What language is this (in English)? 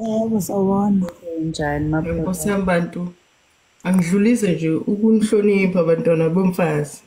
Zulu